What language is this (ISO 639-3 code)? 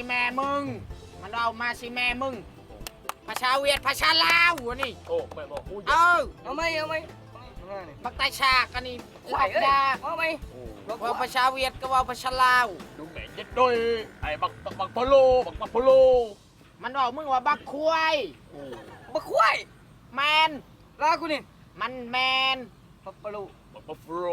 lao